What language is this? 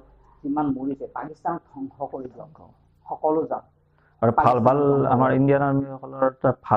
Assamese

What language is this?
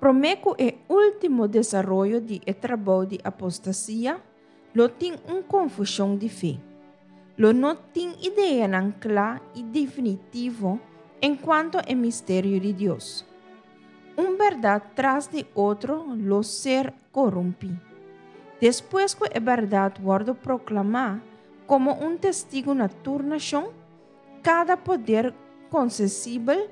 Papiamento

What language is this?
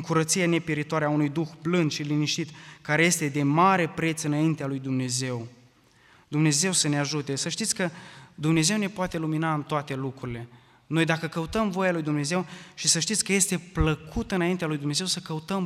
Romanian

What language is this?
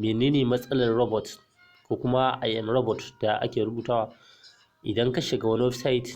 Hausa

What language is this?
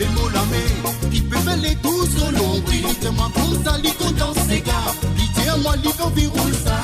Morisyen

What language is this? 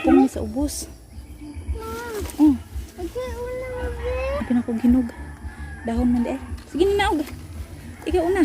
Cebuano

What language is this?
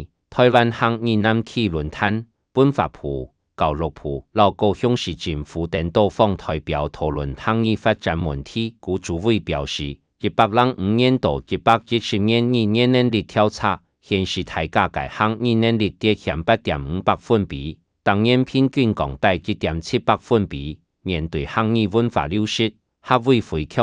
Hakka Chinese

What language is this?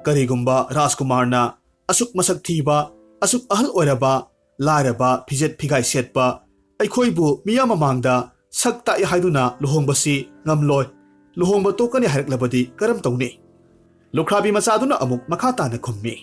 Manipuri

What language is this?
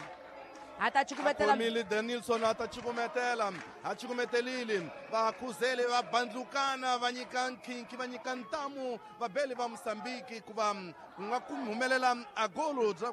Tsonga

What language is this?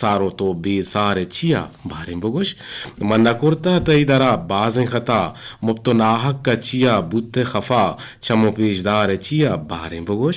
Eastern Balochi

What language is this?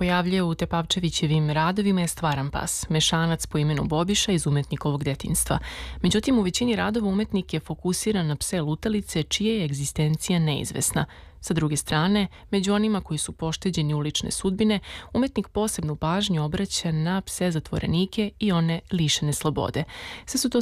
Serbian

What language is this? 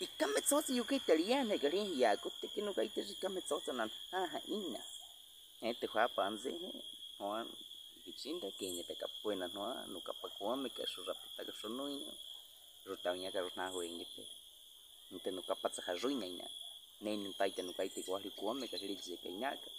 Baniwa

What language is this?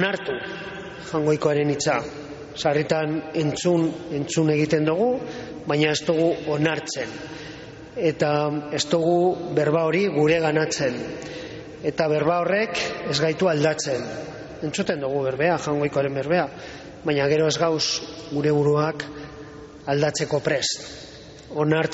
Basque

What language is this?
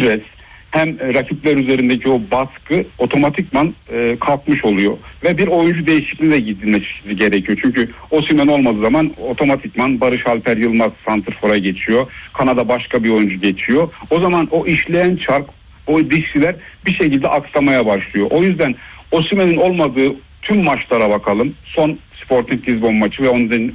Turkish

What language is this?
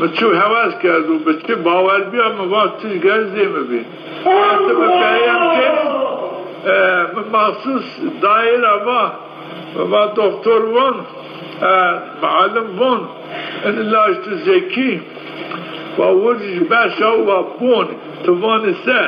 Zaza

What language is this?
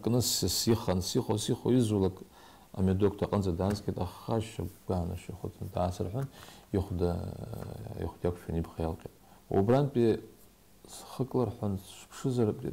Abkhazian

